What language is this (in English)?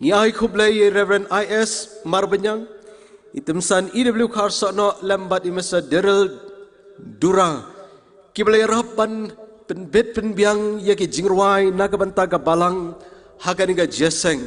Khasi